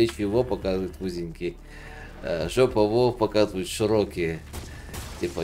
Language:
Russian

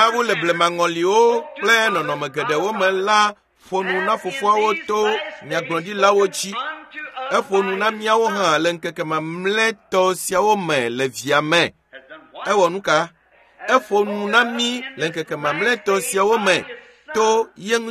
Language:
Ewe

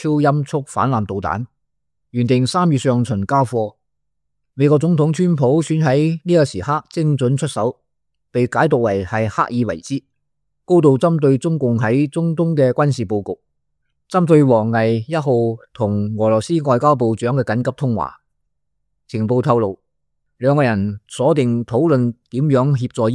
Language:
Cantonese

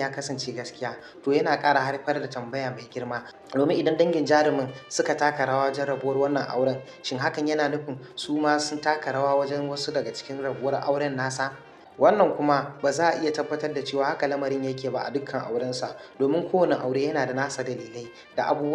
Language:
Hausa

